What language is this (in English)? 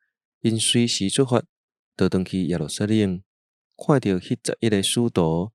Min Nan Chinese